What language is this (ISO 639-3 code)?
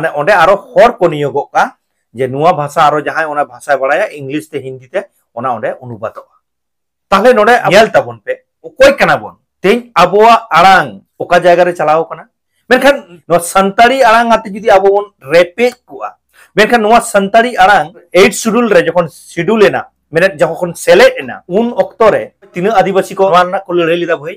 sat